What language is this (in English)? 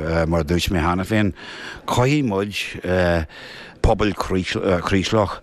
Irish